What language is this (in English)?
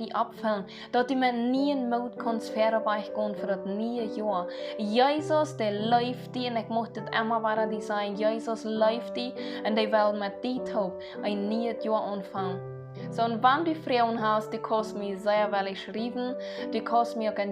Plautdietsch